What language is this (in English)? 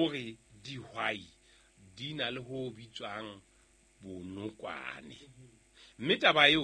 Southern Sotho